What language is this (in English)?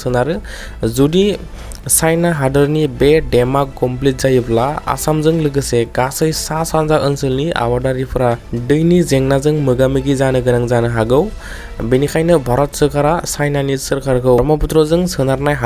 Bodo